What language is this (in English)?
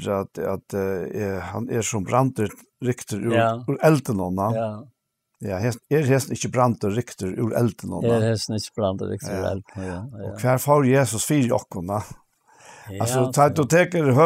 Faroese